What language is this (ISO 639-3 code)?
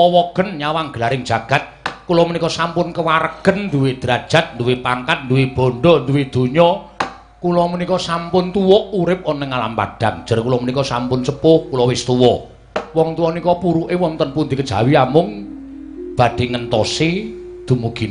jav